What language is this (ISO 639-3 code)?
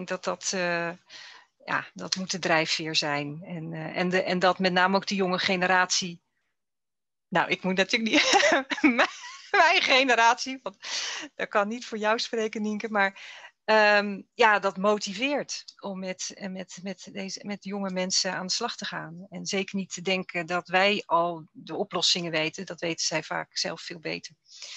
nld